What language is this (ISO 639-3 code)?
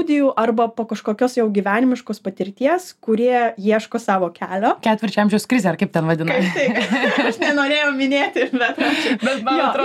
lit